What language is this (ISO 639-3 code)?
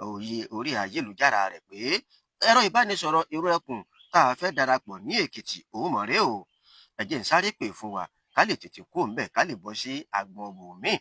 yor